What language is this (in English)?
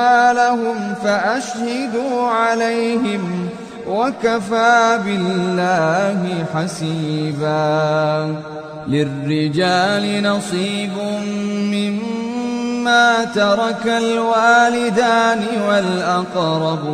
Arabic